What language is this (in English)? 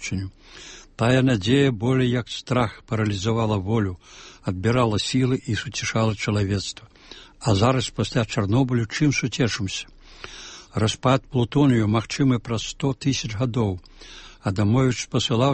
Belarusian